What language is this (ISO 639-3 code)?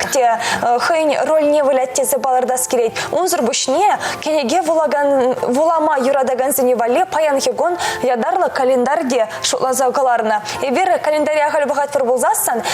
chv